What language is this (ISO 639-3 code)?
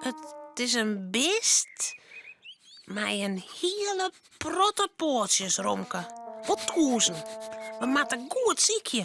fry